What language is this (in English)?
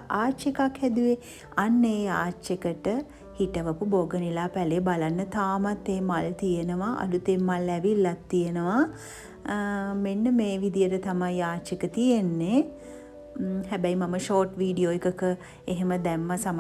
Sinhala